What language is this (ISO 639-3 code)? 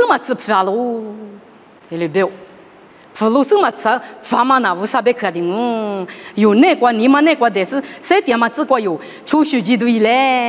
lis